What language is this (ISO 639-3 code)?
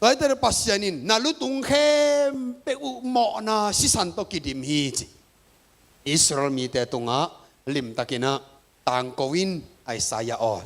ctd